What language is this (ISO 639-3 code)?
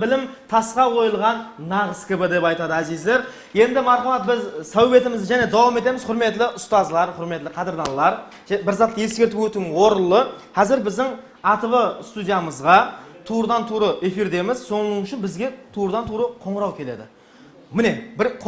kaa